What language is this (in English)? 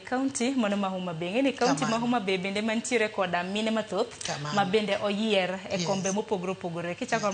Luo (Kenya and Tanzania)